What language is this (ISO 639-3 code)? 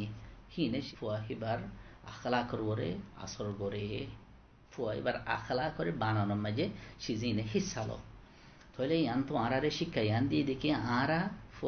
rhg